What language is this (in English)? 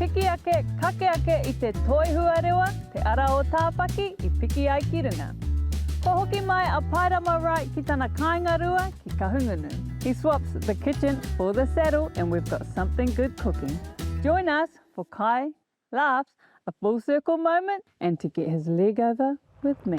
Māori